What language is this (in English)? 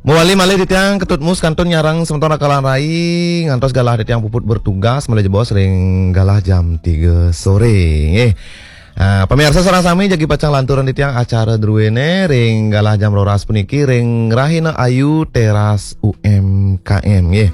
Balinese